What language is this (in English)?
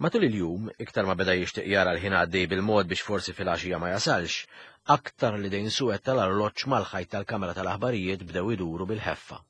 Maltese